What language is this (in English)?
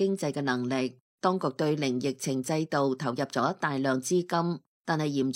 Cantonese